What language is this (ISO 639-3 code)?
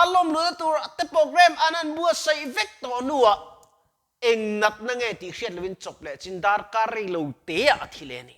lus